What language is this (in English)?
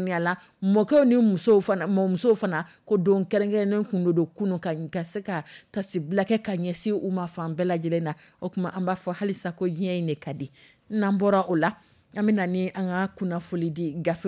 Dyula